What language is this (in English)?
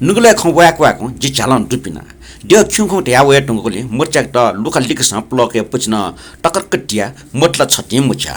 Newari